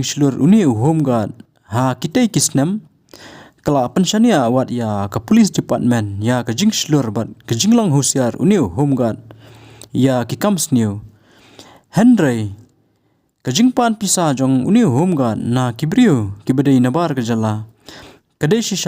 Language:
Khasi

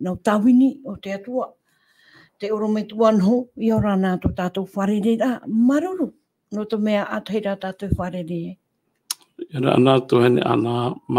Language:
Tahitian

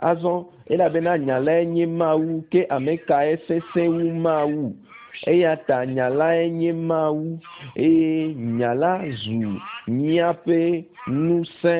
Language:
Ewe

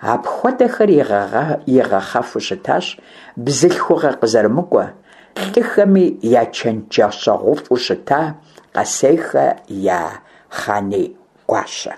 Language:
Kabardian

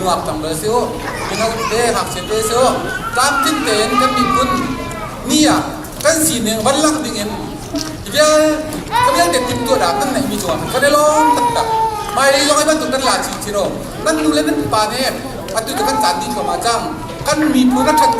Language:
Hakha Chin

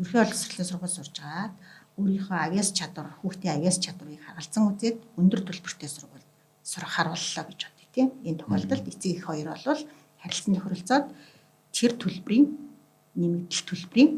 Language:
Mongolian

